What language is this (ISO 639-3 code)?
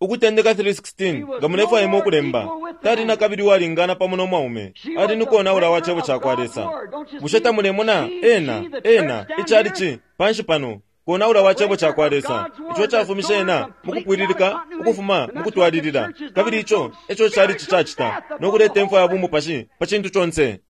bem